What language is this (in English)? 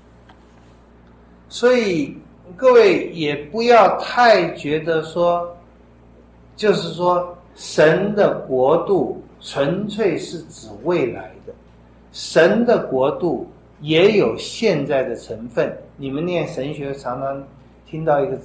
Chinese